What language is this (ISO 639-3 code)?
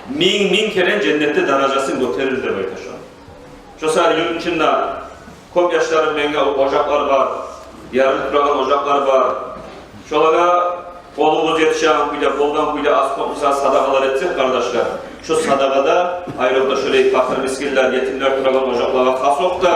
kum